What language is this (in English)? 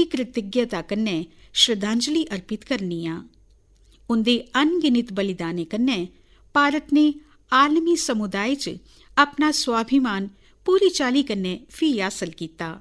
Dogri